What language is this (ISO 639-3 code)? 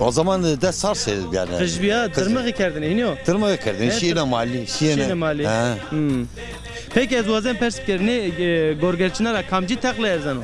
zza